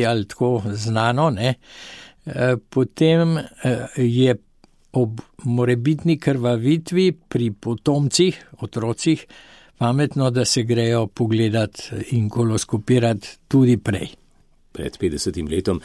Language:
Slovenian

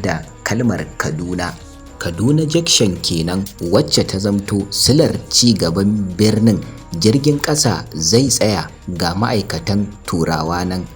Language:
Hausa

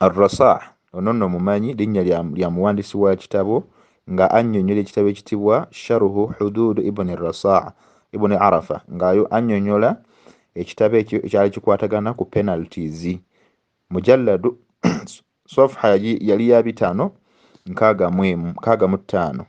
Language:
Ganda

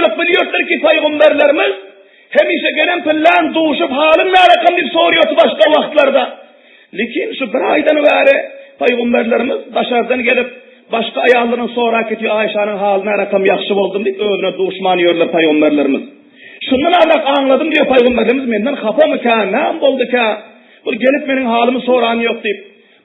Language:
Turkmen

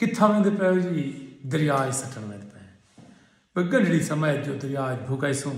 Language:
Saraiki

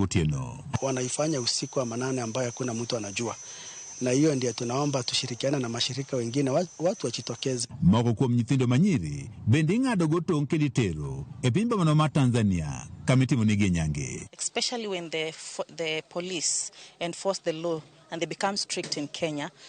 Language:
Luo (Kenya and Tanzania)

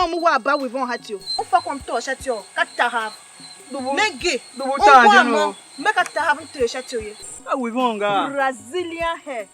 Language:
Tiv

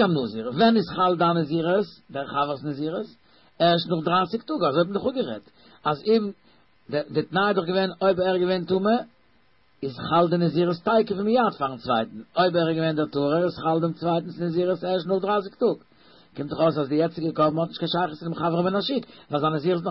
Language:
Yiddish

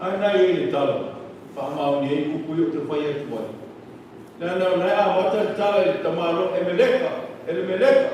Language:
Samoan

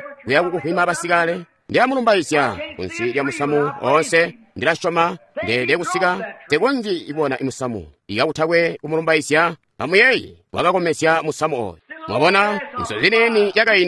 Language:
Tonga (Zambia)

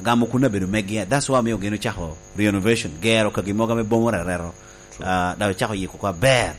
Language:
Lango (Uganda)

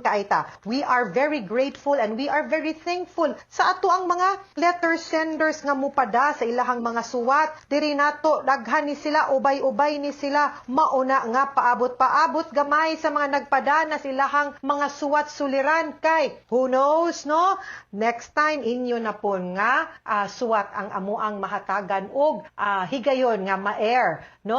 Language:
Cebuano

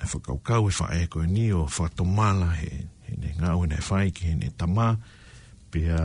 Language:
Tongan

